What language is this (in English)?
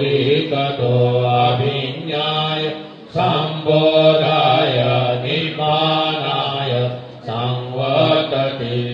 Pali